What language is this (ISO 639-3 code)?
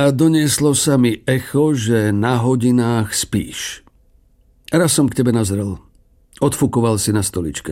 slk